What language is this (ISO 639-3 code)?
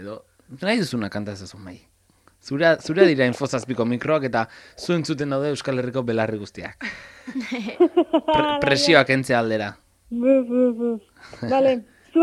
eus